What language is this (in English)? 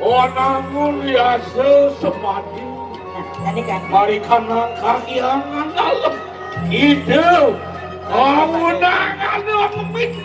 Balinese